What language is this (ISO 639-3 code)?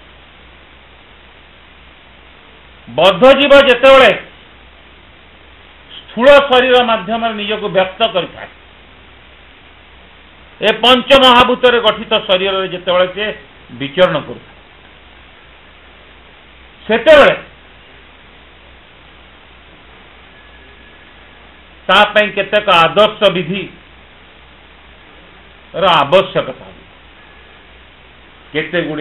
ori